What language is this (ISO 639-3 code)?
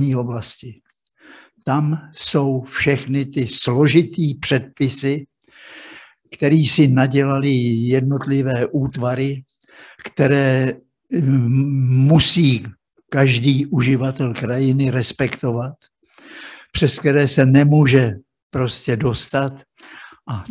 ces